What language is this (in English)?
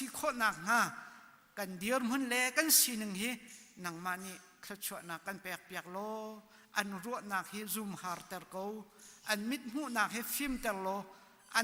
Hakha Chin